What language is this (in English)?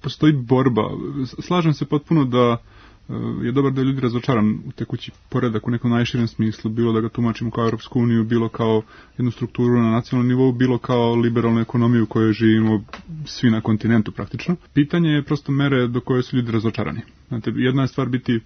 Serbian